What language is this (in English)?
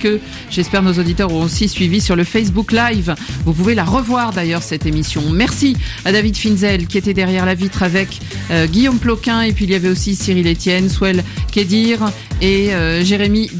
French